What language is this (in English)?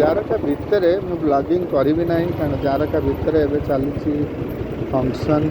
Odia